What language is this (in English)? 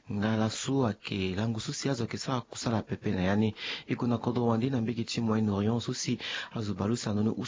Sango